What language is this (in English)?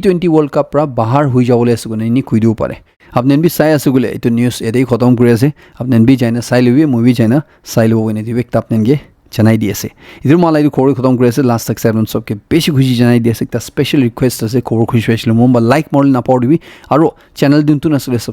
Naga Pidgin